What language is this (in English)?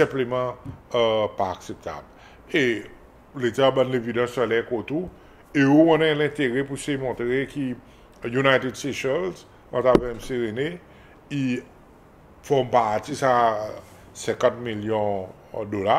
Seselwa Creole French